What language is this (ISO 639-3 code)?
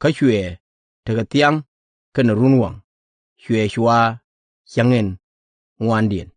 nus